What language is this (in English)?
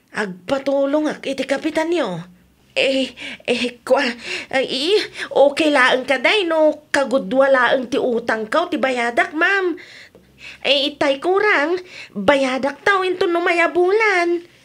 Iloko